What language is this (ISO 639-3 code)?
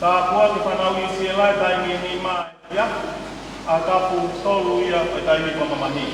ton